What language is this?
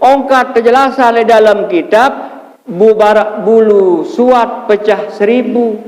Sasak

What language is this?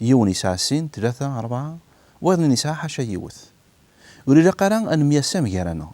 Kabyle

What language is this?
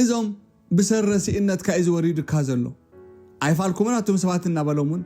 Tigrinya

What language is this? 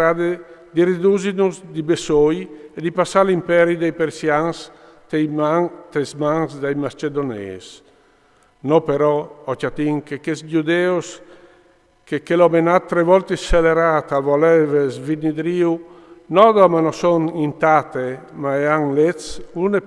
Friulian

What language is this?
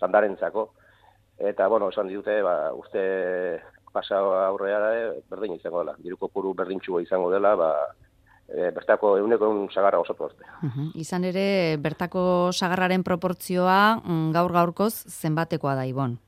Basque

